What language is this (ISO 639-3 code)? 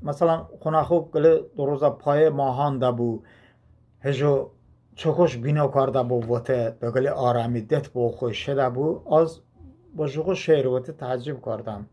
tly